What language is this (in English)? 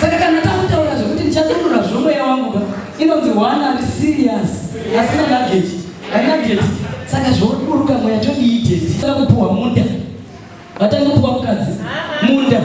Shona